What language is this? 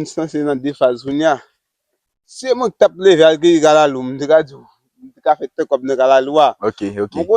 Haitian Creole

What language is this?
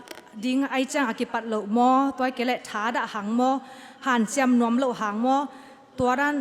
Tedim Chin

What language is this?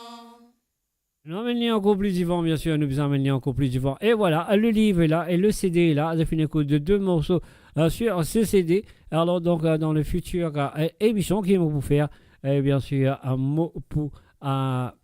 Morisyen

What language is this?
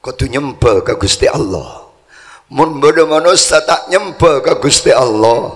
Madurese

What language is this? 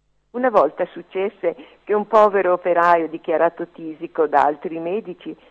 Italian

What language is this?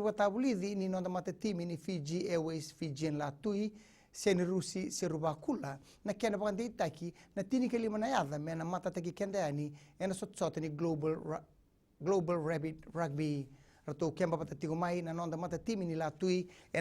Fijian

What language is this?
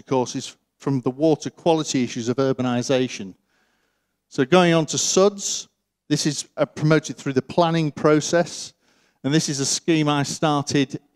English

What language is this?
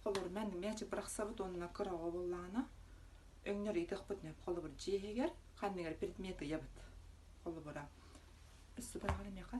Yakut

